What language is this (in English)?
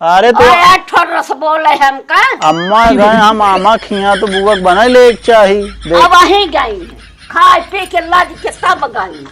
Awadhi